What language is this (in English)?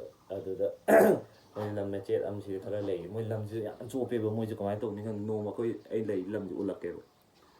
Manipuri